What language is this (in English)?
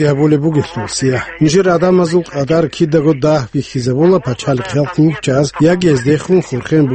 Avaric